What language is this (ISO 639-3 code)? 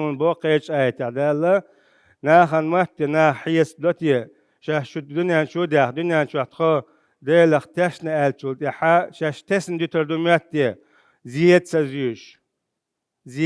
che